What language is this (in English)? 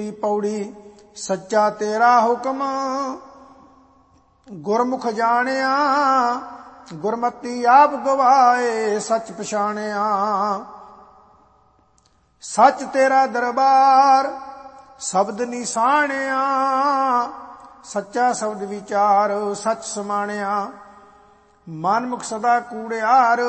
Punjabi